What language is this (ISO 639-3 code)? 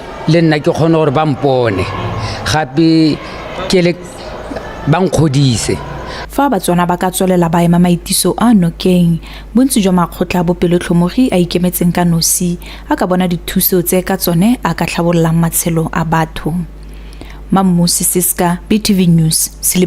tsn